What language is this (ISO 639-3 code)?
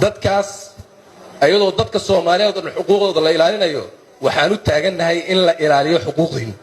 som